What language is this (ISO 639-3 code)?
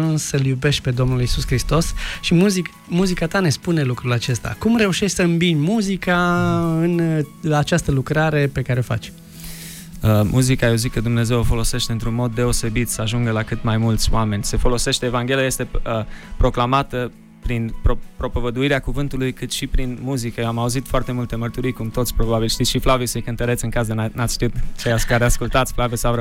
ron